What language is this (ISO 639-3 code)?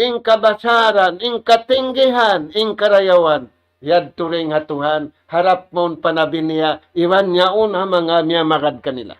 tsg